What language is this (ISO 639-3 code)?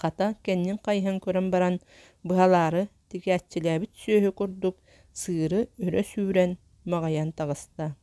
sah